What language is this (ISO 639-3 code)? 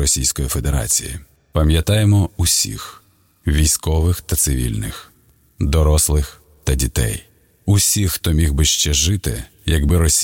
ukr